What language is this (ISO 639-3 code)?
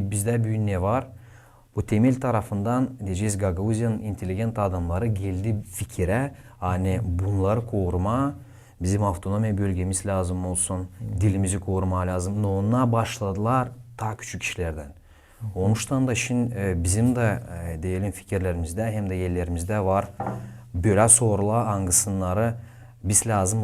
gag